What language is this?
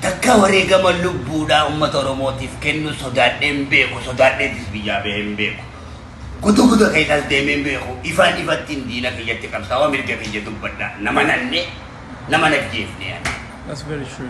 Oromo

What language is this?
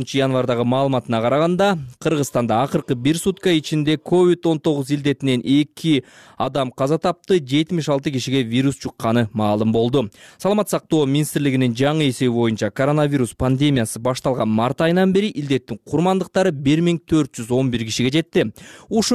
Kyrgyz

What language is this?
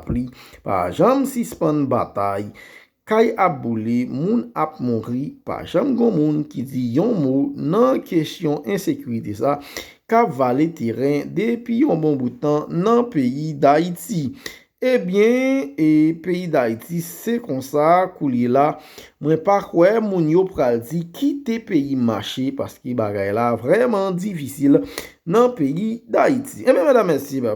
Haitian Creole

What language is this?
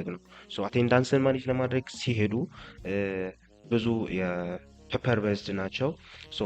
Amharic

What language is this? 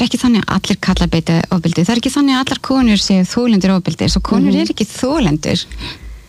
Icelandic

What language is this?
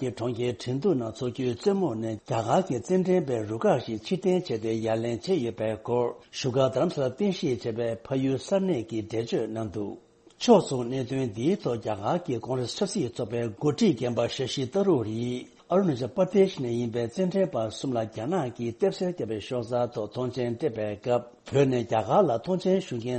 Tibetan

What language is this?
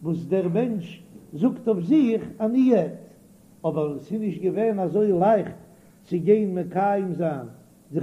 Yiddish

